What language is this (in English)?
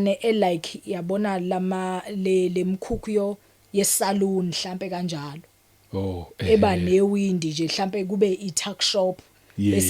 Zulu